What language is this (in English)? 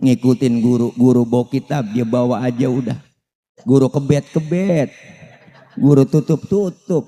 Betawi